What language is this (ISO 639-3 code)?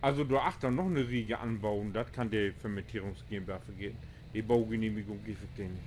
nds